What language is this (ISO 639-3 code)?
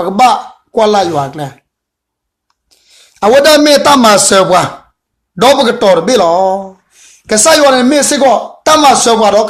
ksw